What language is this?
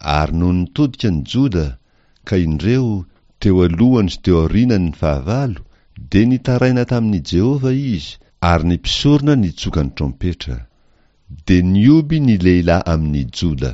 Malagasy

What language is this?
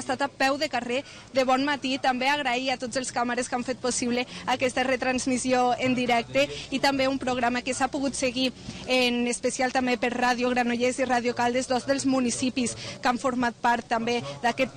Catalan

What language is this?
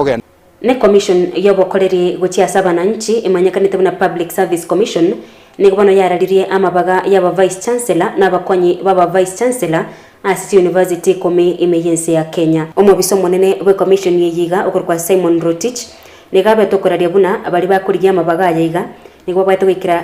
Gusii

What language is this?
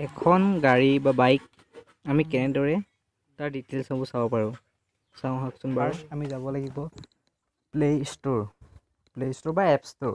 Assamese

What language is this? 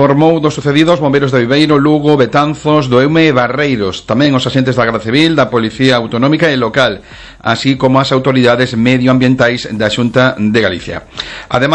Galician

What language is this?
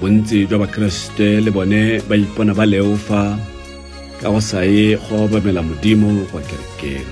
Tswana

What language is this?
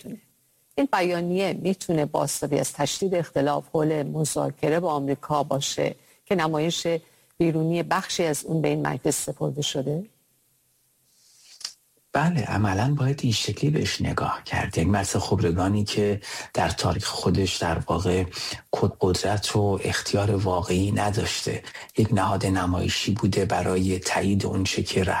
Persian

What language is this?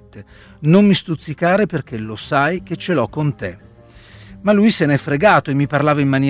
Italian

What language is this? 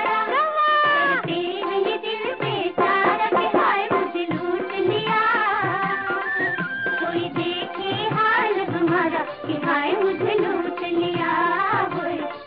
Hindi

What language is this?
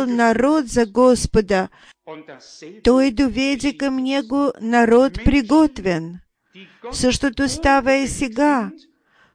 Bulgarian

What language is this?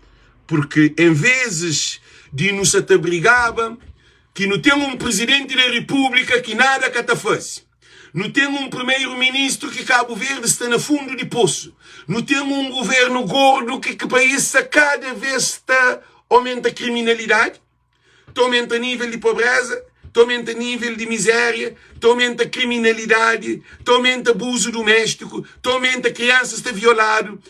Kabuverdianu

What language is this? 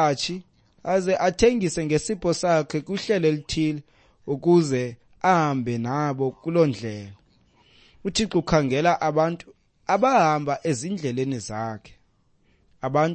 Xhosa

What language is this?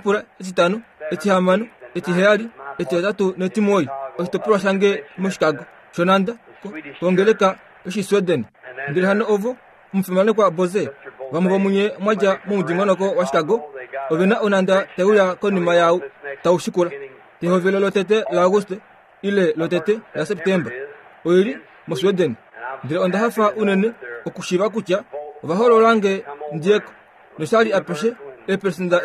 Kuanyama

